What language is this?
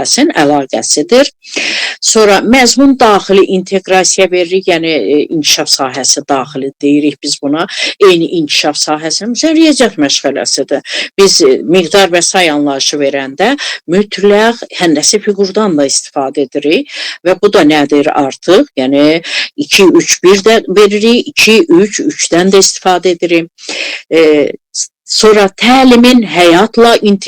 Azerbaijani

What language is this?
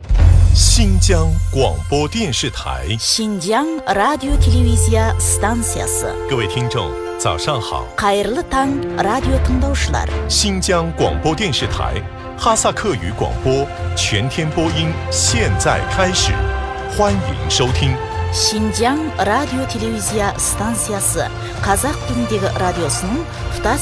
Kazakh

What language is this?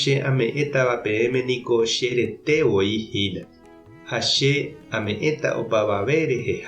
Guarani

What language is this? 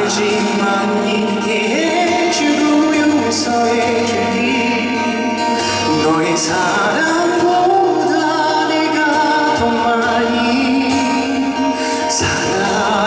Korean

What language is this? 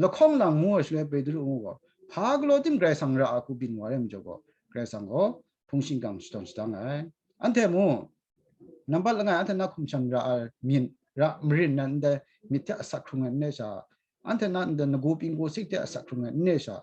Kachin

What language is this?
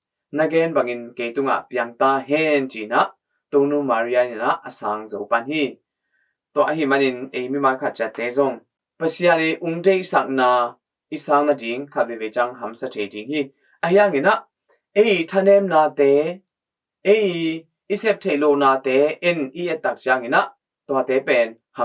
Tedim Chin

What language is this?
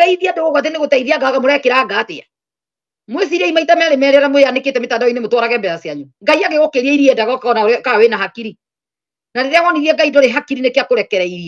Kikuyu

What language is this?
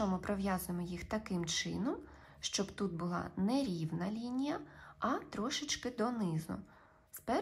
Ukrainian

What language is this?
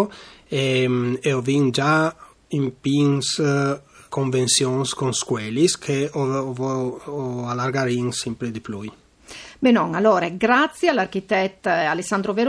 Friulian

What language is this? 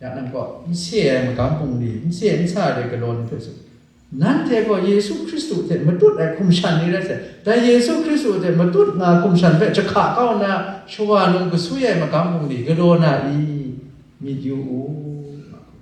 Kachin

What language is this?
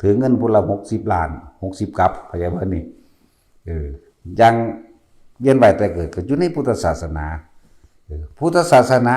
Northeastern Thai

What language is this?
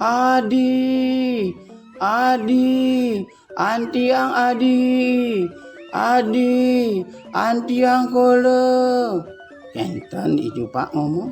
Balinese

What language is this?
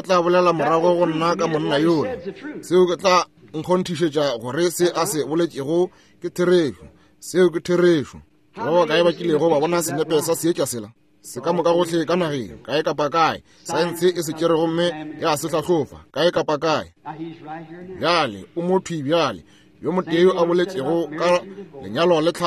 Northern Sotho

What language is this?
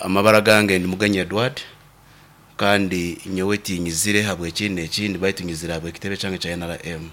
Nyankole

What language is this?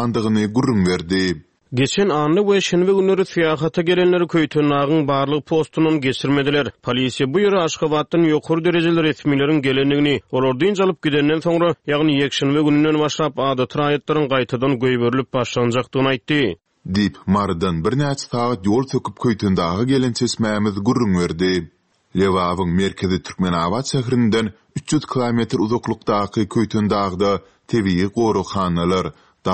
Turkmen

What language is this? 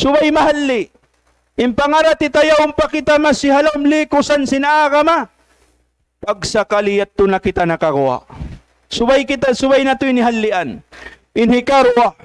Tausug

